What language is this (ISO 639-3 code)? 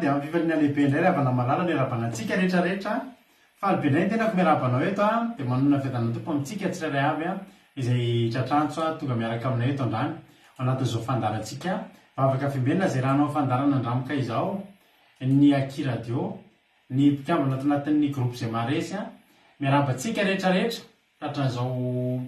mlg